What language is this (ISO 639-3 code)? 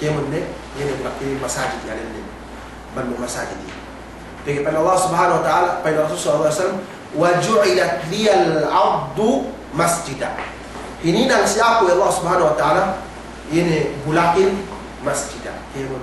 yka